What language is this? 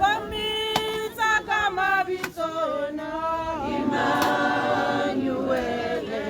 Tswana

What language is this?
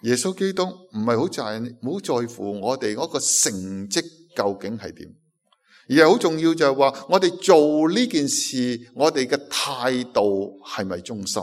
Cantonese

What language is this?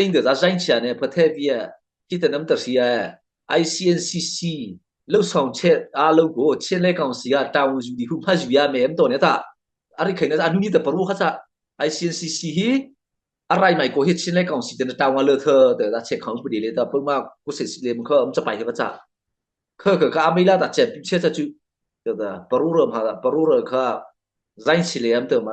Mara Chin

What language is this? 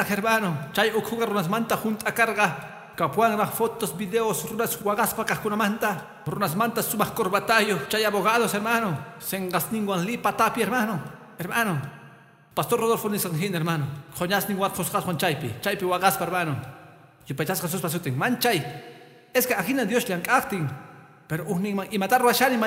Quechua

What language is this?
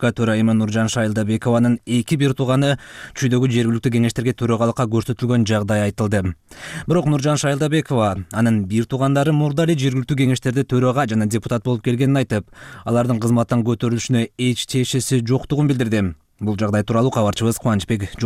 Kyrgyz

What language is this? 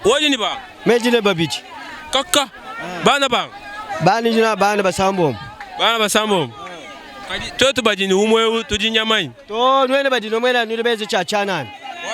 Luba-Lulua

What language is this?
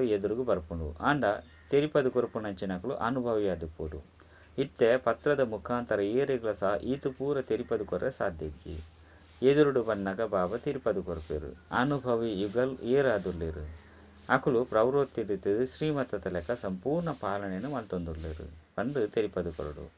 Tulu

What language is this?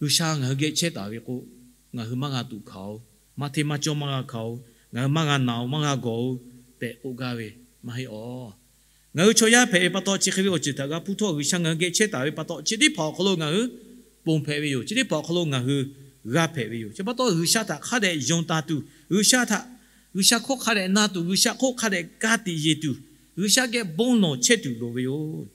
Lahu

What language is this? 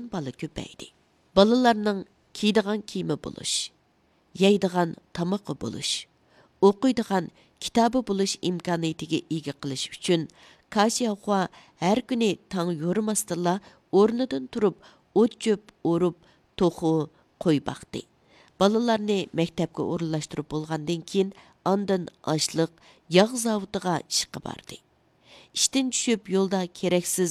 Uyghur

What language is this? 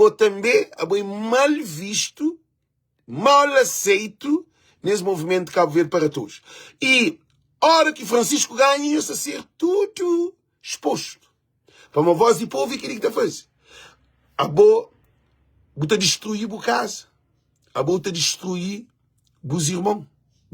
Kabuverdianu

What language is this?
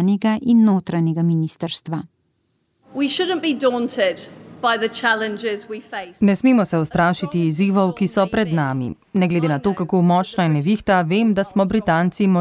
Slovenian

